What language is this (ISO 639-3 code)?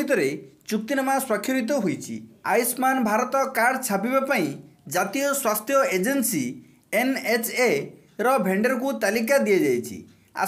ori